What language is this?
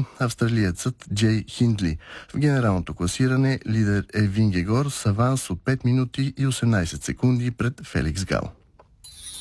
Bulgarian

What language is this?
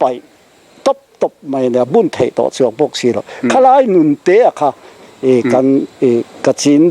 Mizo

